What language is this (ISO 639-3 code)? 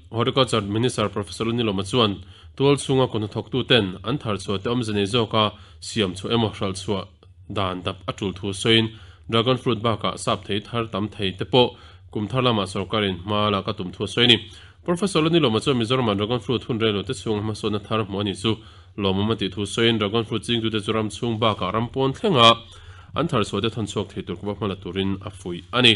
lus